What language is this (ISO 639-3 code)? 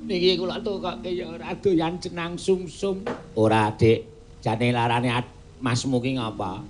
jav